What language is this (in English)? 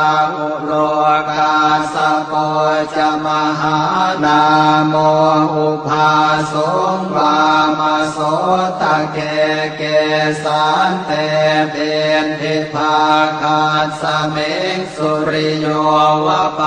Pali